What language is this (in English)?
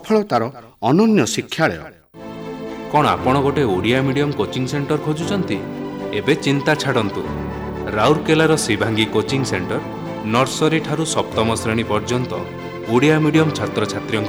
Odia